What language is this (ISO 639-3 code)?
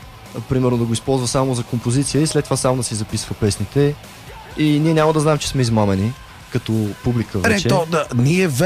bul